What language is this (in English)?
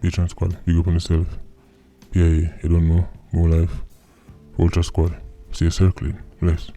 Jamaican Creole English